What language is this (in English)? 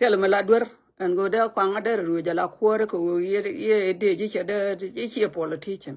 Nuer